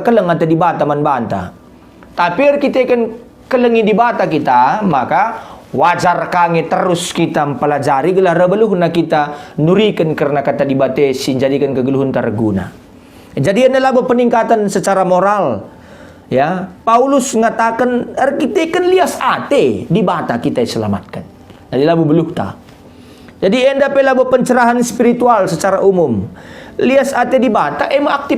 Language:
Batak Karo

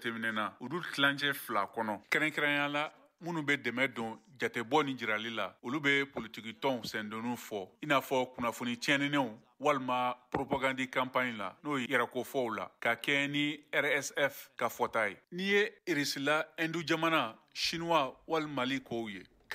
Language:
Bambara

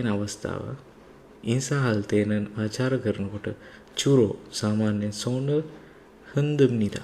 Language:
Sinhala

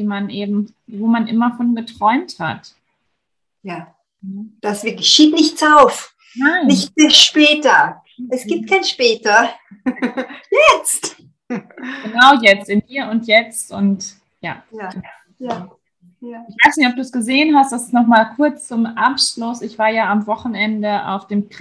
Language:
German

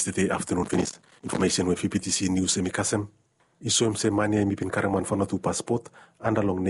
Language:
Bislama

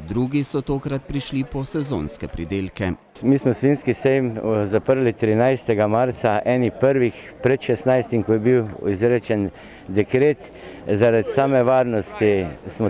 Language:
Slovenian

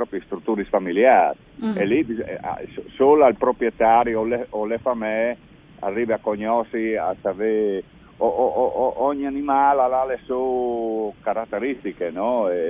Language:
Friulian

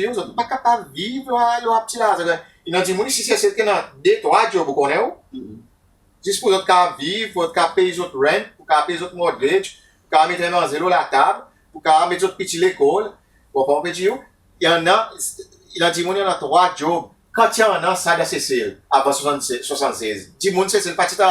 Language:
Seselwa Creole French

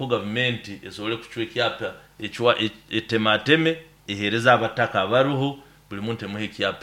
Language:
Nyoro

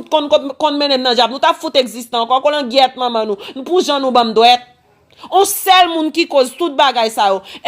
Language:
Haitian Creole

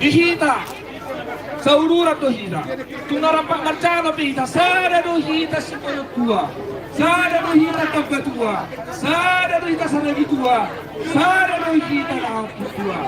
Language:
Batak Toba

